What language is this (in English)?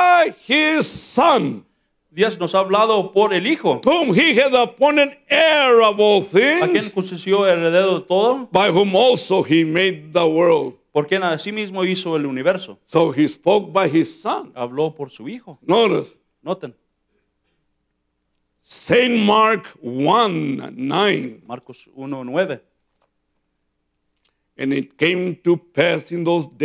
English